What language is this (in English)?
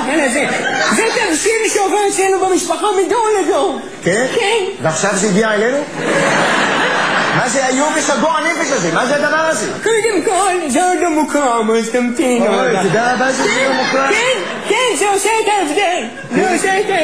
Hebrew